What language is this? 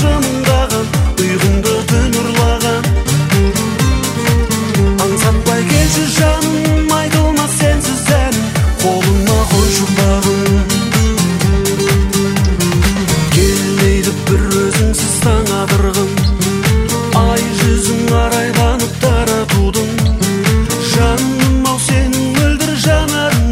Kazakh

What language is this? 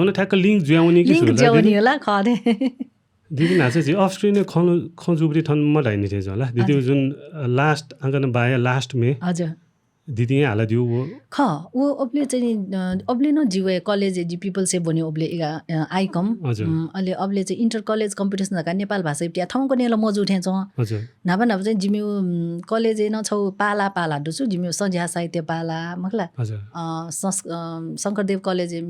Newari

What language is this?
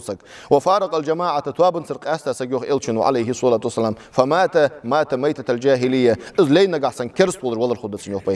Ingush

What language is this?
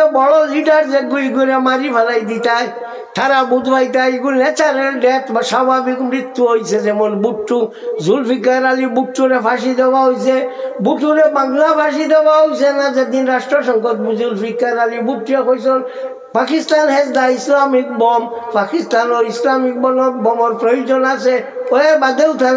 Sylheti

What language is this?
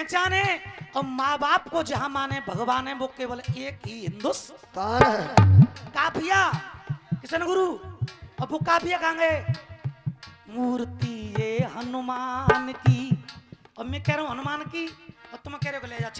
Hindi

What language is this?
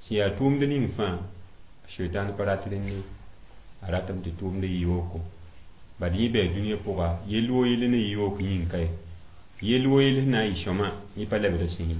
Mossi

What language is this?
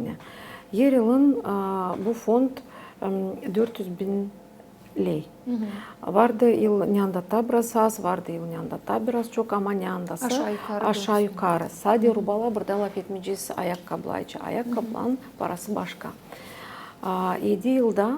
Gagauz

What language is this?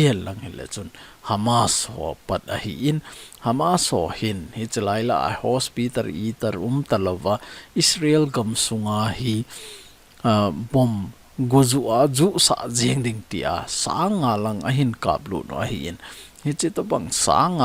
Thado Chin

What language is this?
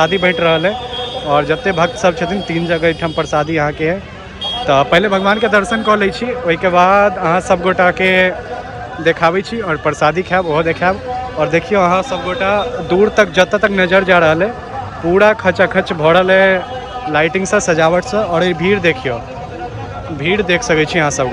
Maithili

